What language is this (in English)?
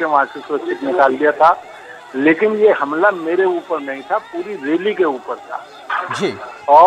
Hindi